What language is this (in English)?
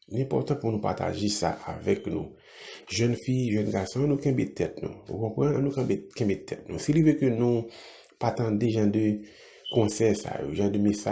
Haitian Creole